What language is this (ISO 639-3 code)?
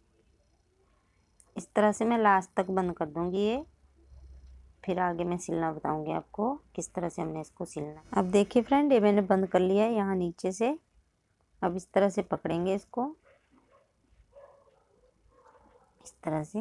hin